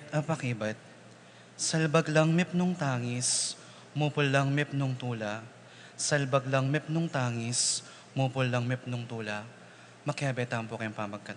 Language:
Pampanga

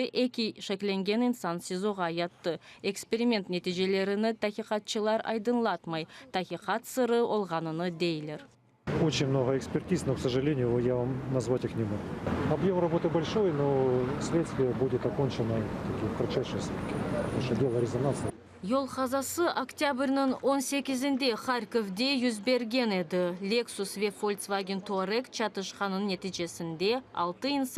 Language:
Crimean Tatar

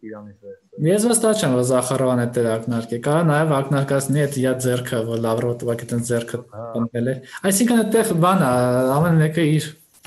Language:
Armenian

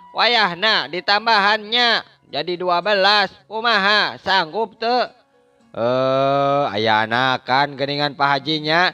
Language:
Sundanese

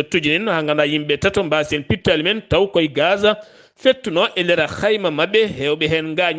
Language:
Fula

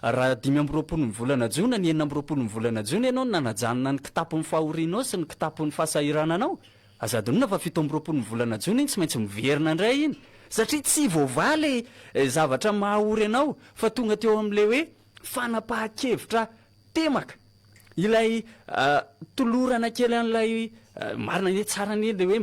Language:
Malagasy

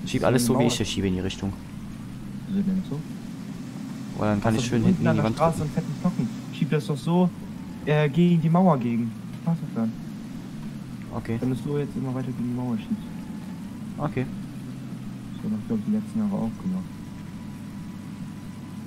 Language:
German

